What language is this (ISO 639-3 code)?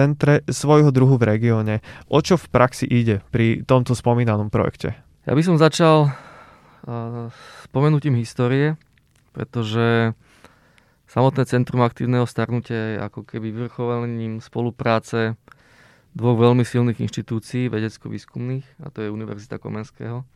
slk